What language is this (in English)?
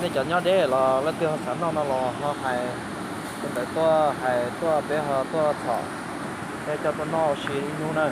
Hmong